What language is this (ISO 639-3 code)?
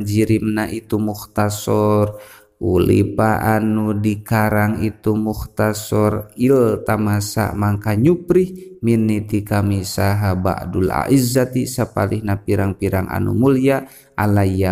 sun